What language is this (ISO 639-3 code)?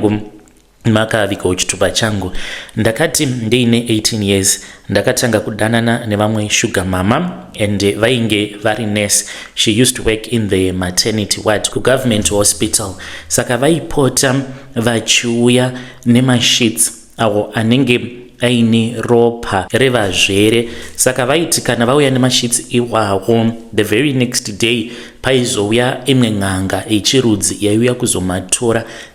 sna